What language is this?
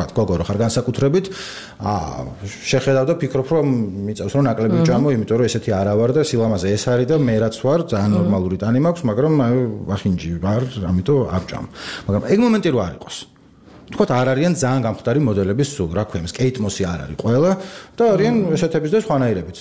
Georgian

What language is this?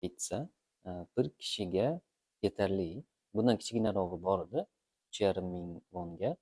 Uzbek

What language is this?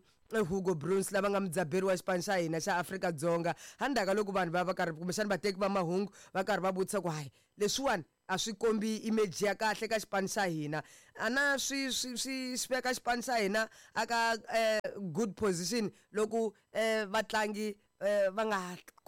Tsonga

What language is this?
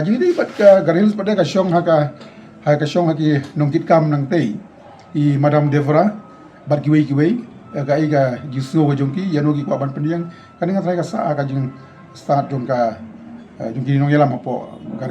Khasi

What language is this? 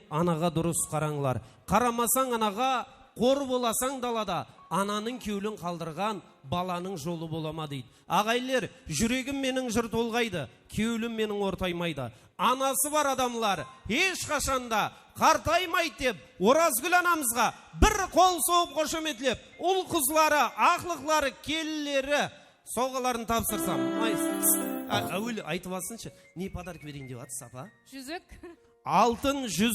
Kara-Kalpak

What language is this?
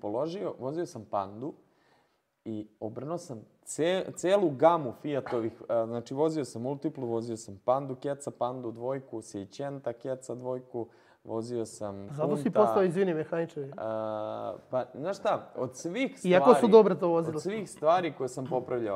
Serbian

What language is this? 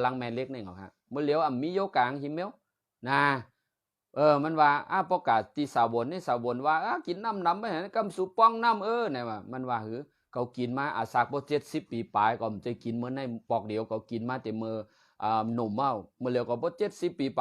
Shan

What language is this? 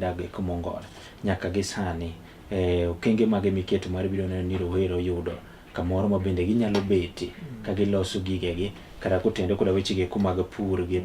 Luo (Kenya and Tanzania)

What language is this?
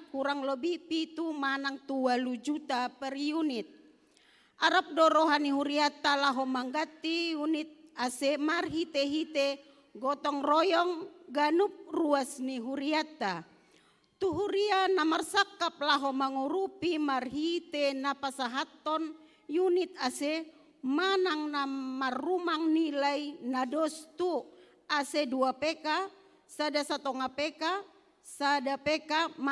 Batak Toba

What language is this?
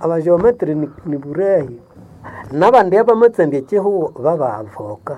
Nande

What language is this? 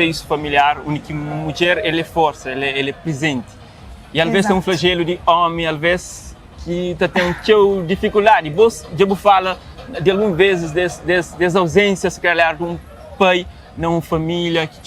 Kabuverdianu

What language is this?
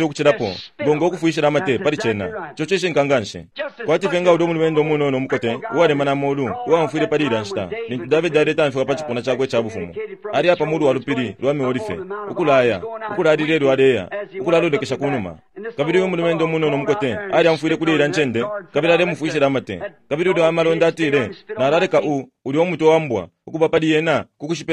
Bemba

